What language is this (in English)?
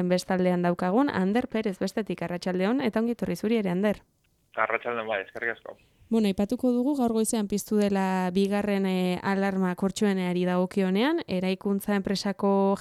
Basque